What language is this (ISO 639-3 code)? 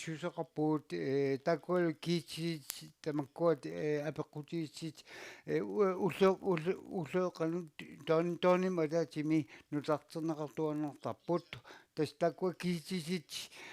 kal